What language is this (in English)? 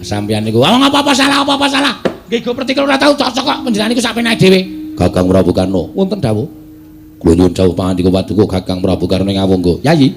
Javanese